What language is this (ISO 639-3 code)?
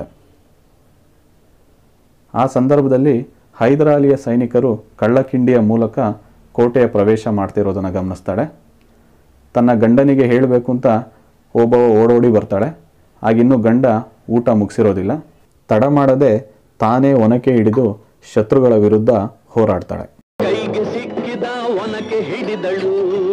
kan